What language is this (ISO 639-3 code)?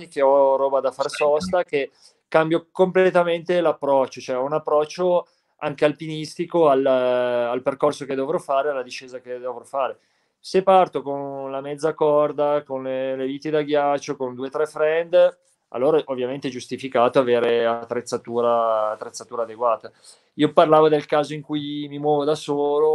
ita